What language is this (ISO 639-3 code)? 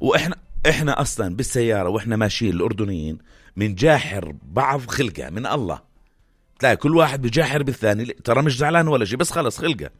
apc